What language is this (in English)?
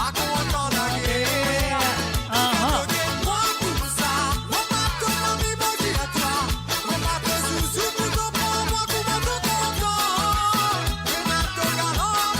Morisyen